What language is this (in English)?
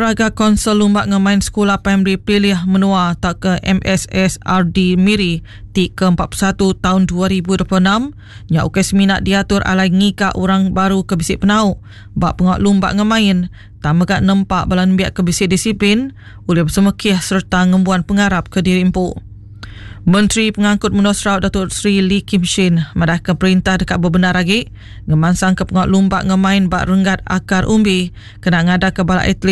Iban